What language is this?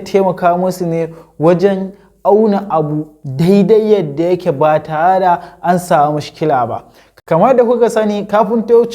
Hausa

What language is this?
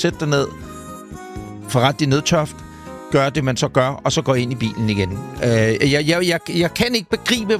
Danish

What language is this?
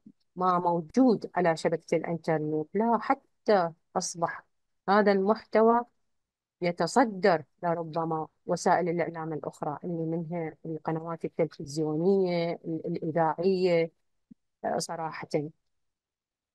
Arabic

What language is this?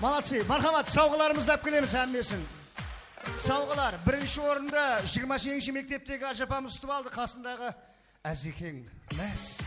Kara-Kalpak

